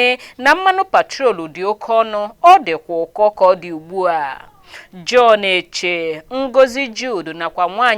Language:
Igbo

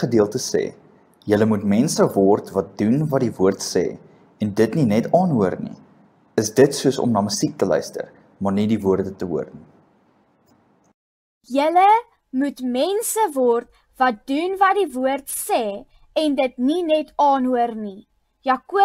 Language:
Afrikaans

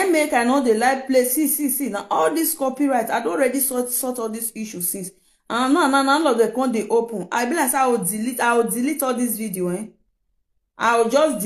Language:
Nigerian Pidgin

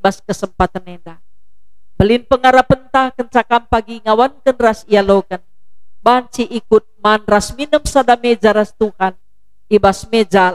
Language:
Batak Karo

